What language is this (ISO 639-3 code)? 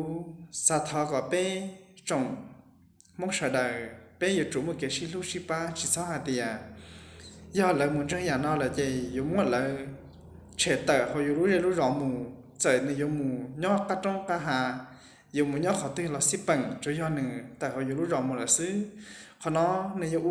hmn